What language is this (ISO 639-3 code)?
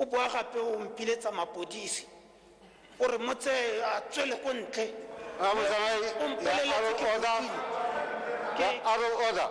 tsn